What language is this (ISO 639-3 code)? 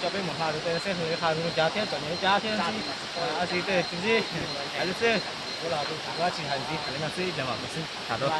hmn